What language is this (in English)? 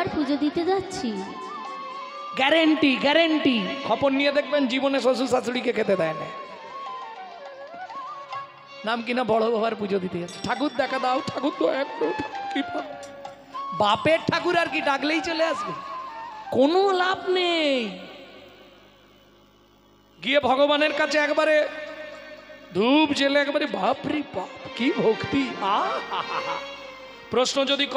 Bangla